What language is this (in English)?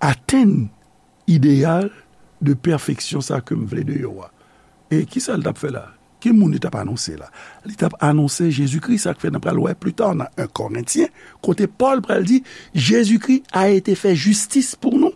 Haitian Creole